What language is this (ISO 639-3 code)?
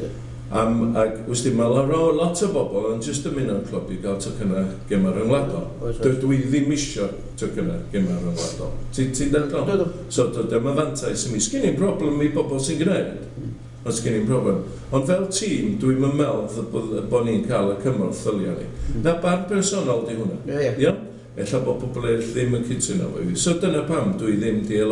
cym